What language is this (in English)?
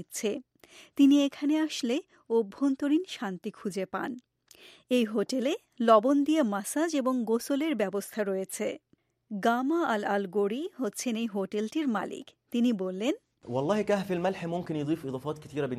Bangla